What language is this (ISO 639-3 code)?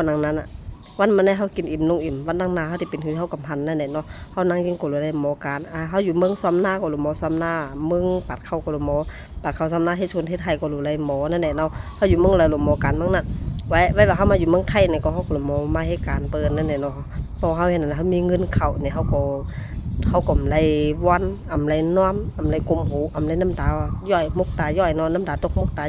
shn